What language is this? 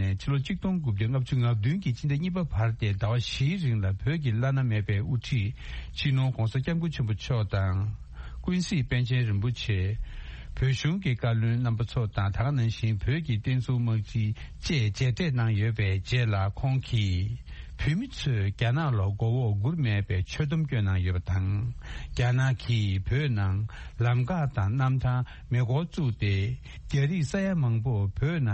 Tibetan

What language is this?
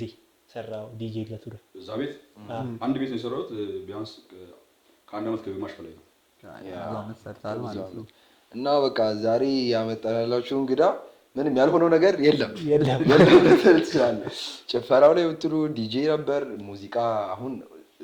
Amharic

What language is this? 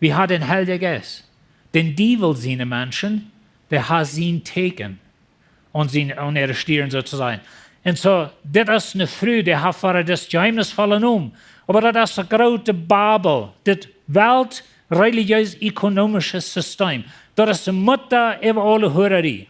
Plautdietsch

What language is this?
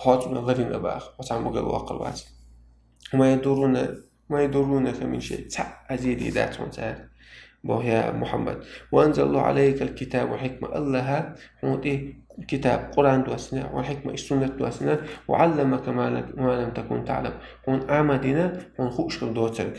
Chechen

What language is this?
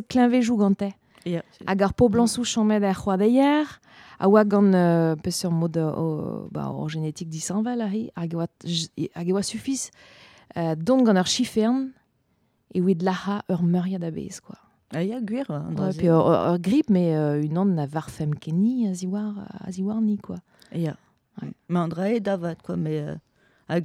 Breton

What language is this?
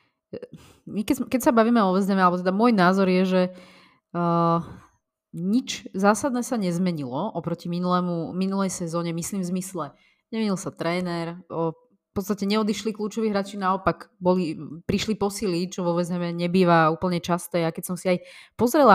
Slovak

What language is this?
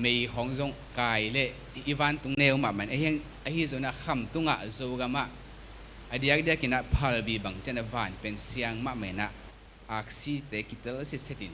Tedim Chin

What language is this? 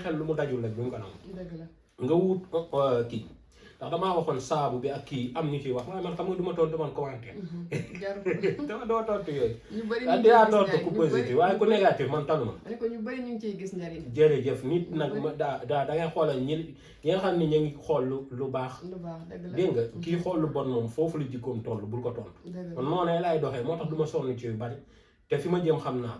Wolof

